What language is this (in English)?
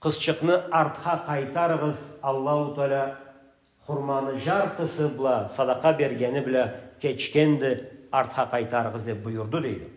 Karachay-Balkar